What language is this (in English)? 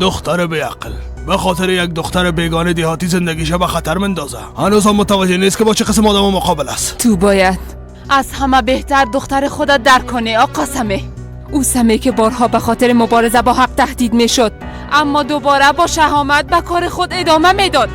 Persian